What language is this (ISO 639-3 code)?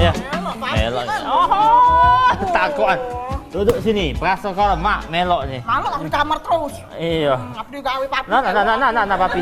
mui